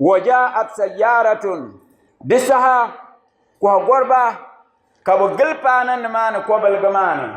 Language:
Dagbani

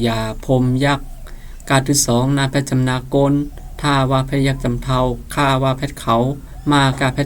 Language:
Shan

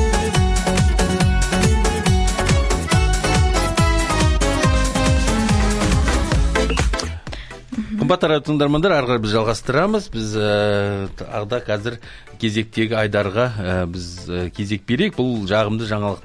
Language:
Kazakh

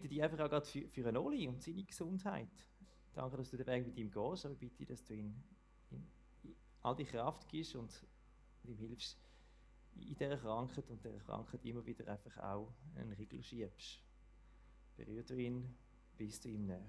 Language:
Swiss German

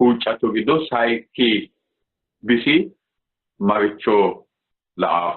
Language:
Sidamo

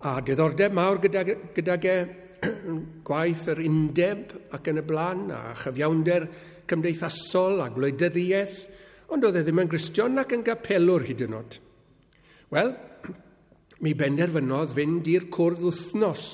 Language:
Welsh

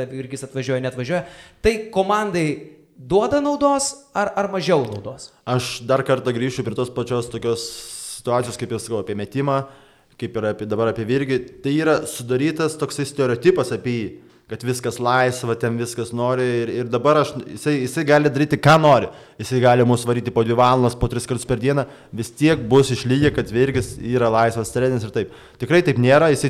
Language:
Lithuanian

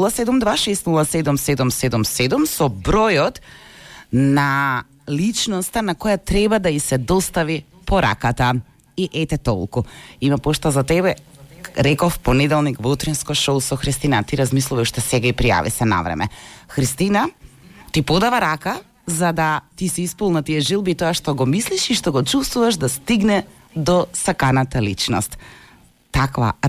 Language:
Macedonian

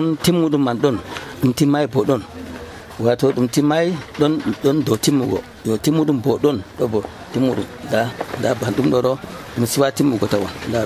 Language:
Nigerian Fulfulde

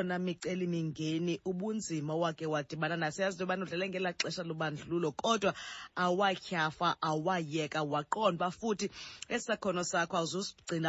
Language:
Xhosa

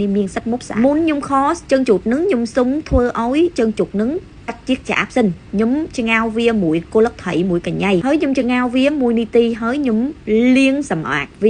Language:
Khmer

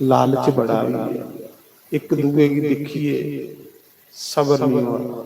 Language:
Dogri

